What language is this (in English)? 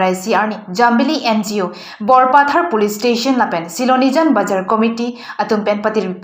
Karbi